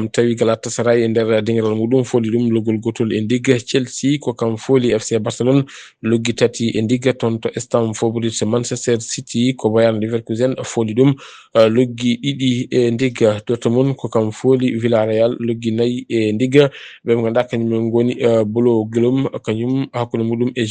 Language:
Fula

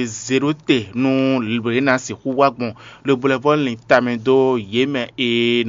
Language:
Fon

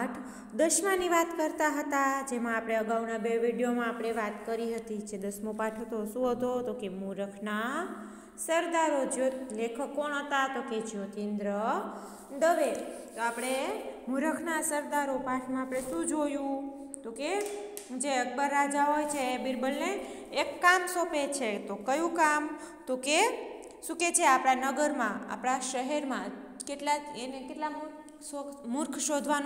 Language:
Gujarati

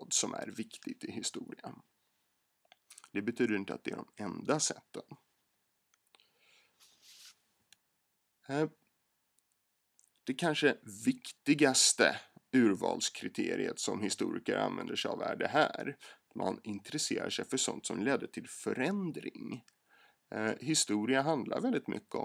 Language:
Swedish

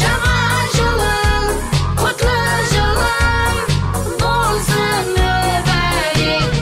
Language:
Kara-Kalpak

